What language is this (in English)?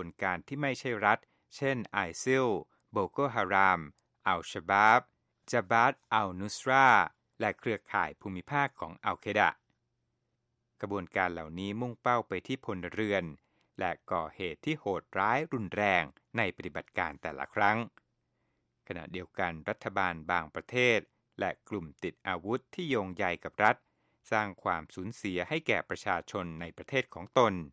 Thai